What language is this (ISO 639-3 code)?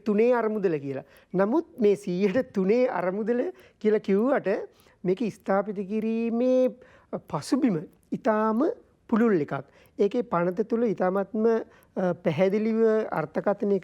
sin